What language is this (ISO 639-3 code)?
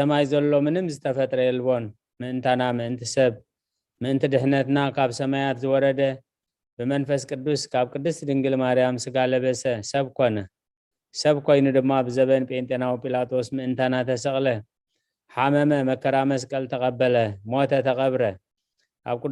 tir